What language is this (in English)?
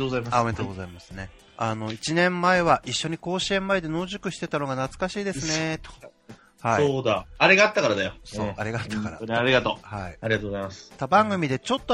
Japanese